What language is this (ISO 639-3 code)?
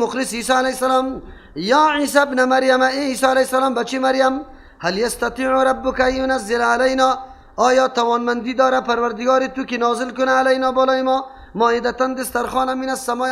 fas